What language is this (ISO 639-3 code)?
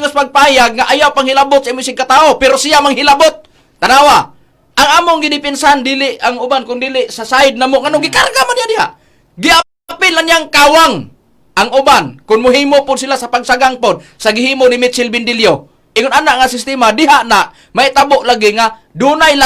ceb